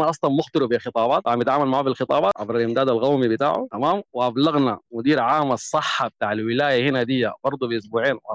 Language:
Sudanese Arabic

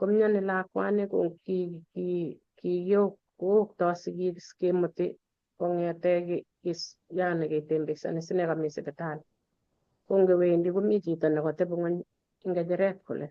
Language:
Kalenjin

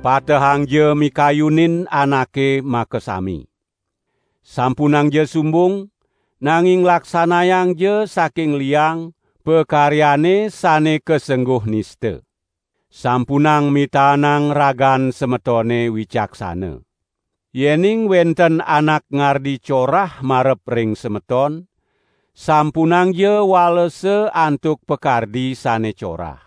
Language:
Balinese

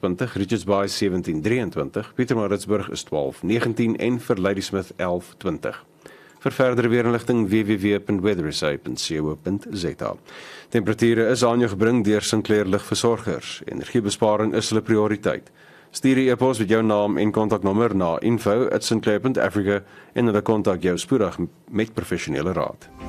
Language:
Afrikaans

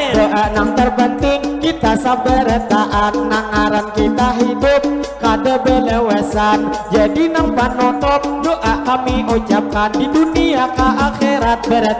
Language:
Banjar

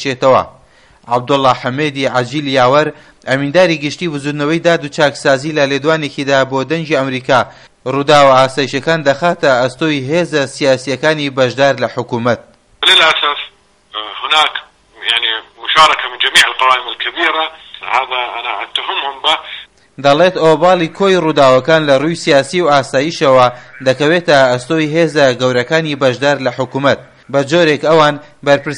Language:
Central Kurdish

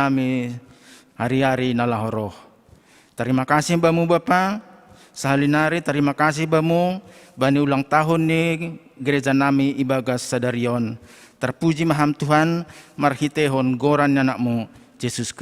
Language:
Batak Simalungun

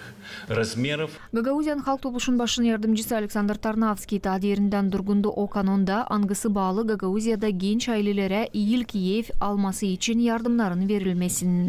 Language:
Gagauz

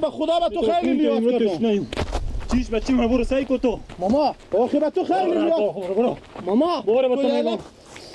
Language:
Persian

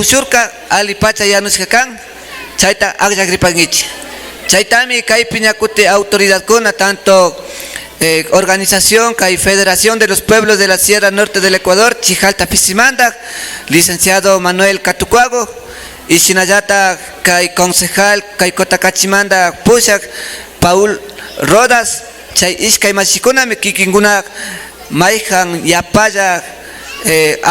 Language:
Imbabura Highland Quichua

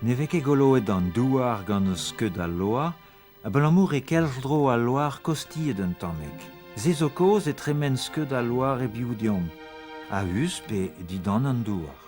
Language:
Breton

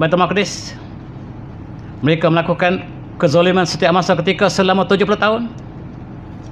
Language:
Malay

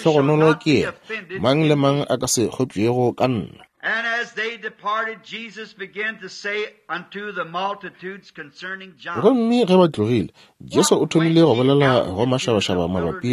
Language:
Northern Sotho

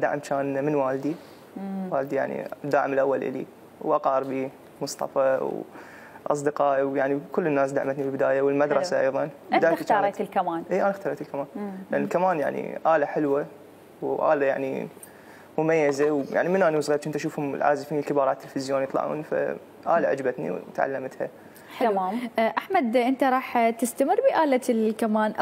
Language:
Mesopotamian Arabic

